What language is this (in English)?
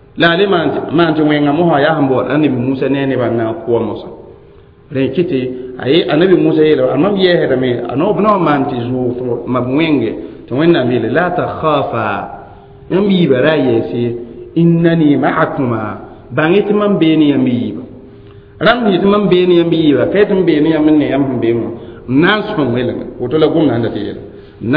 Mossi